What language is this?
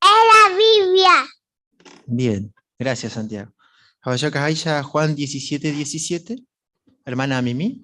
Guarani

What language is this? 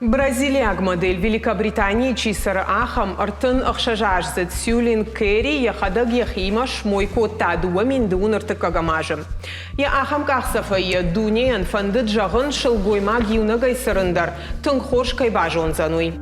Ossetic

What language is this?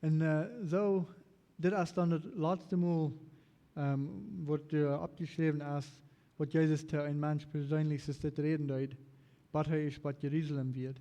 Plautdietsch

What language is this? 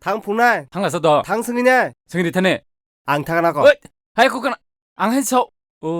Kok Borok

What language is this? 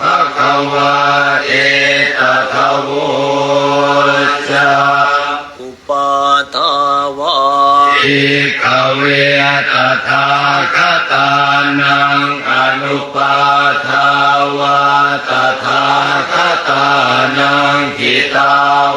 Pali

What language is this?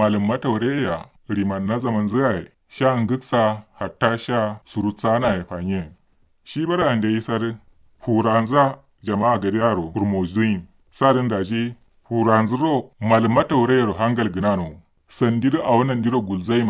Kanuri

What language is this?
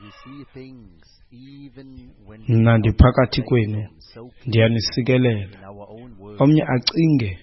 Xhosa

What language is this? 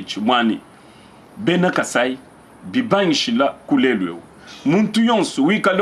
Luba-Lulua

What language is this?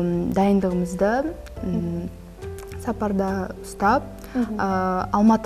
Kazakh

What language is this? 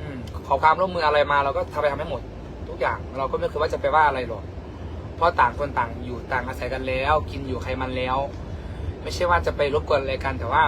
Northeastern Thai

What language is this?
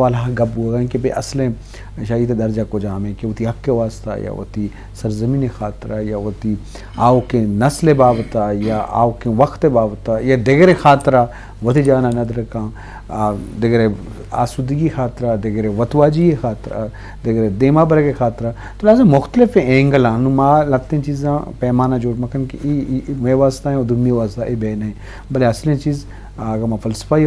Eastern Balochi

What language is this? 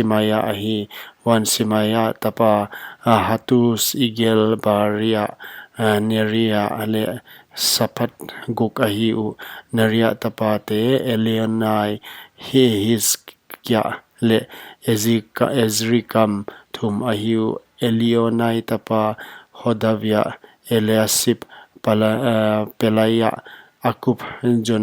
Paite Chin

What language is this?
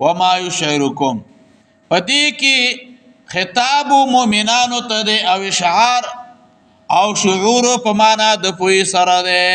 Pashto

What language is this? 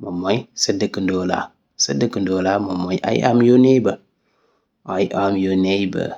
Wolof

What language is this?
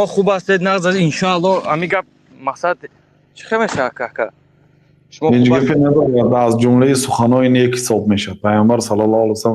Tajik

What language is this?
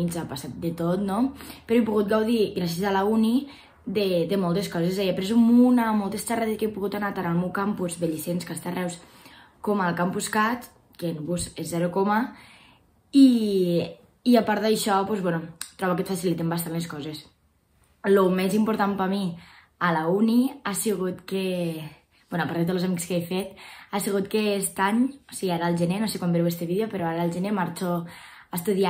Catalan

